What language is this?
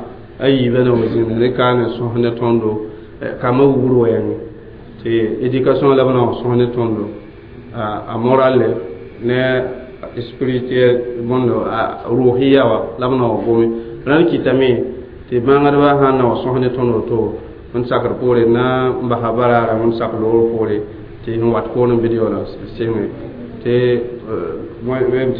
Mossi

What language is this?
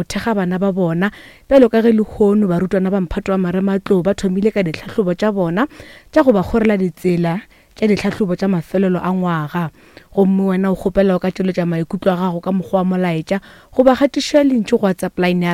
Northern Sotho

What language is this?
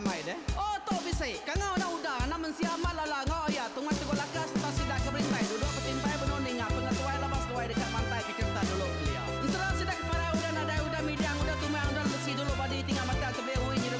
Iban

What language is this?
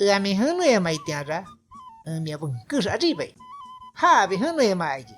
Shipibo-Conibo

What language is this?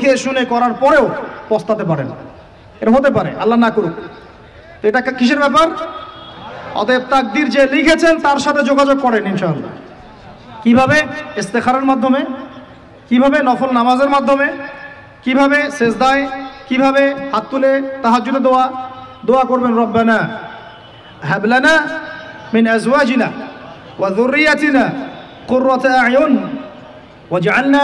Bangla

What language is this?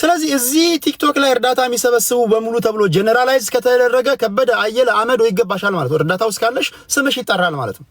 Amharic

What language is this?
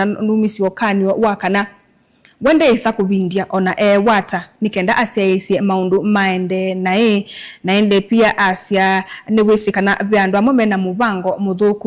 Kamba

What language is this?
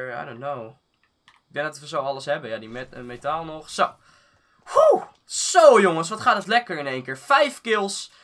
Dutch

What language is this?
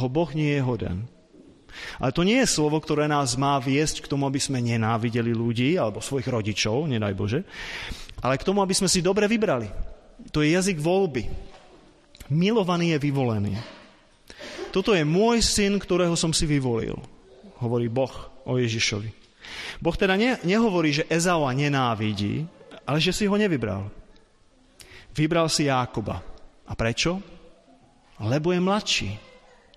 Slovak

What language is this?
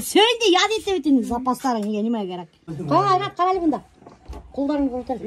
Bashkir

